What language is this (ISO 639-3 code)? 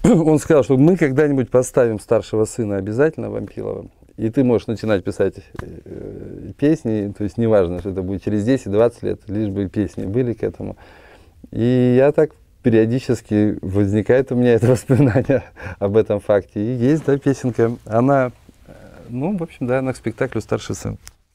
rus